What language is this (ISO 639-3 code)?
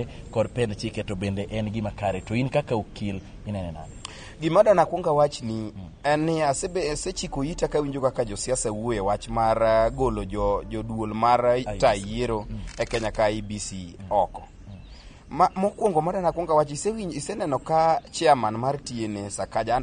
luo